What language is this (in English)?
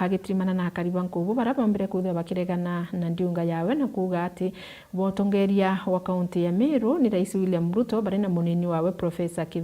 Meru